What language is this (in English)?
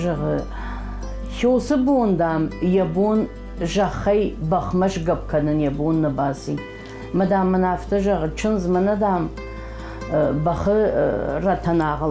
Ossetic